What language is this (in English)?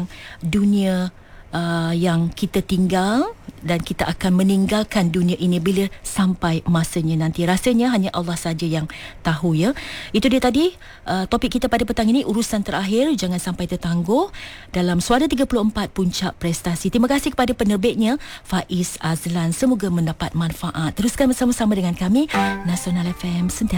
Malay